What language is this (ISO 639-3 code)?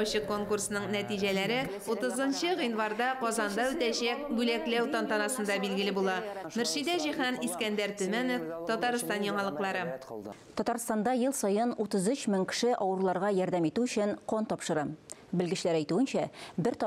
tat